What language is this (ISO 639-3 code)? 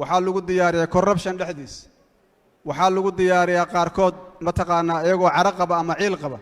som